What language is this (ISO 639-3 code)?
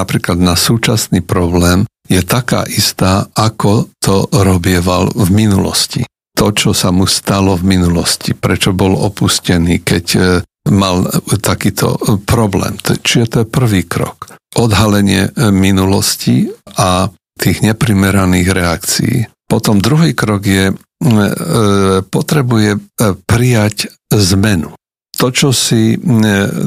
slk